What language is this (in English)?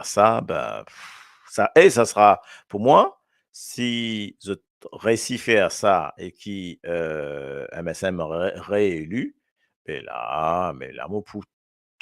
Morisyen